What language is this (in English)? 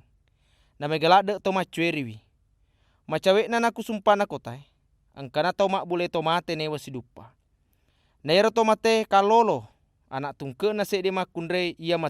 Buginese